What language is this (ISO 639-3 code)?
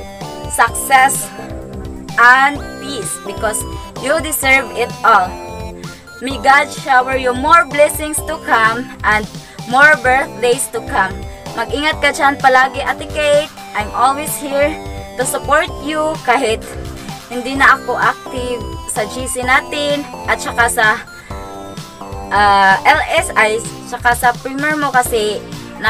fil